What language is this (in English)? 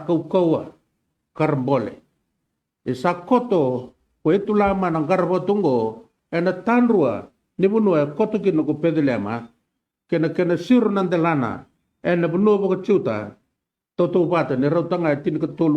Fijian